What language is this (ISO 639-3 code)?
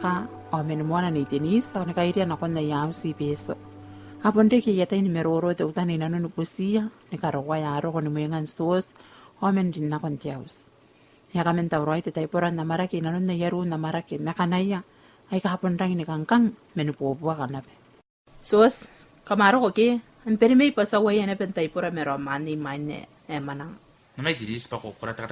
gil